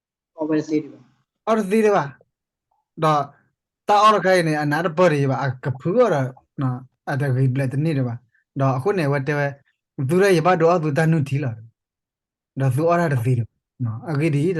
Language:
S'gaw Karen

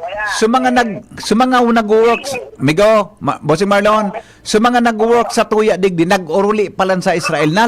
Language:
Bikol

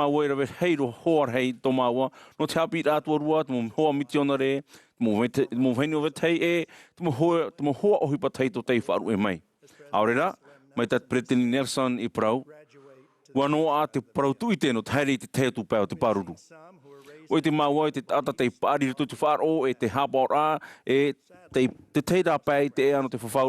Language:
Tahitian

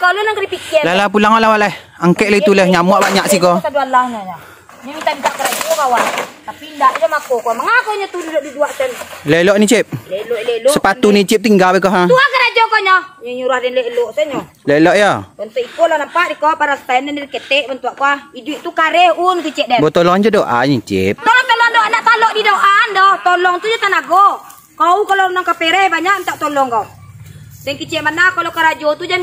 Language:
Minangkabau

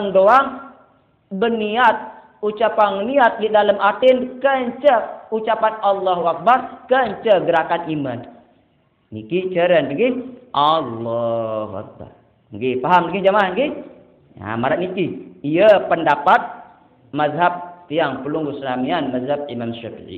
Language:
Sasak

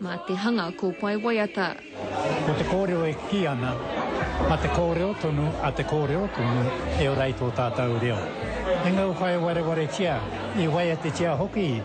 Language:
Māori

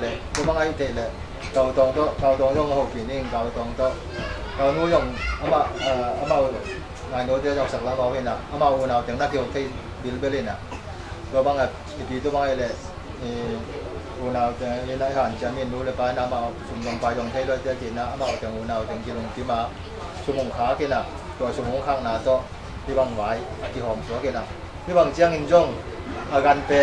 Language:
Tedim Chin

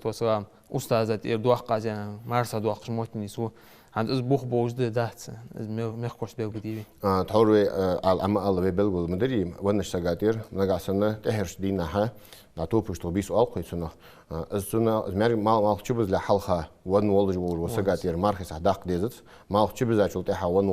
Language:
Ingush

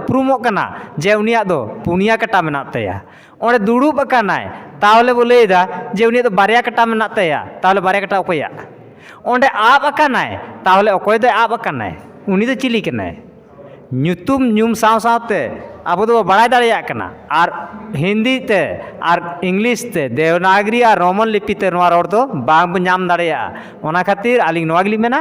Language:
Santali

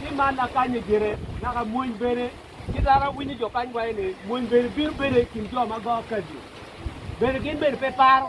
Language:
Acoli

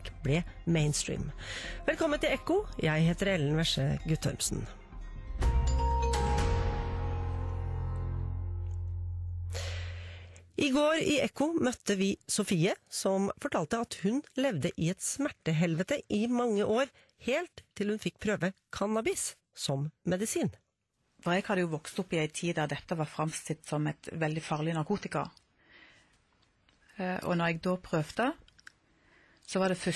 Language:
Norwegian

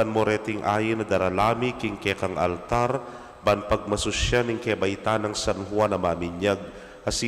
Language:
Pampanga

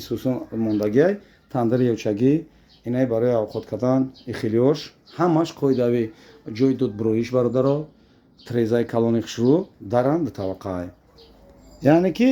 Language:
Tajik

